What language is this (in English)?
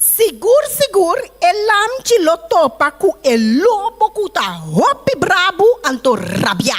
Papiamento